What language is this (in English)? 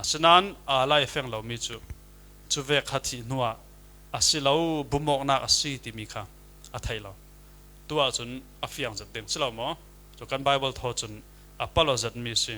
Falam Chin